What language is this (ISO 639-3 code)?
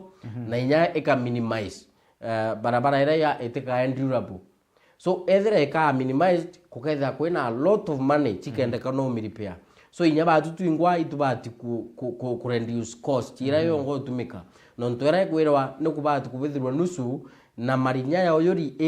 mer